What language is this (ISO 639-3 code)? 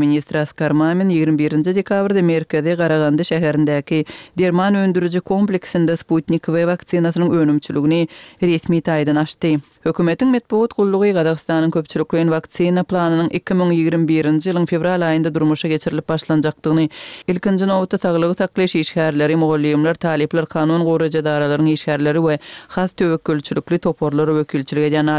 tuk